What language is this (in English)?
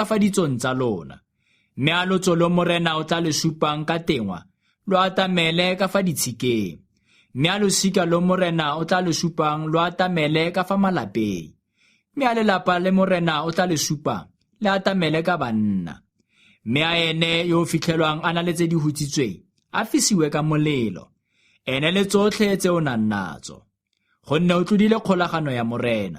Tswana